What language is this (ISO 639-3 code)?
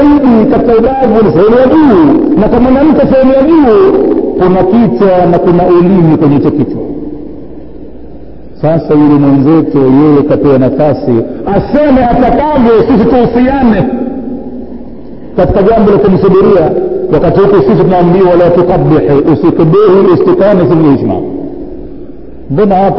swa